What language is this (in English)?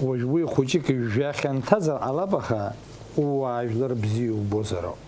Abkhazian